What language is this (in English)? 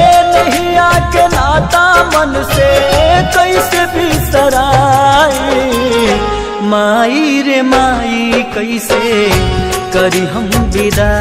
Bhojpuri